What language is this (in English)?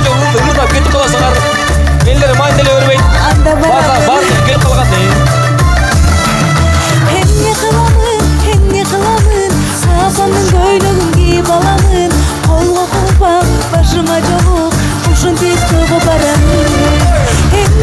Kyrgyz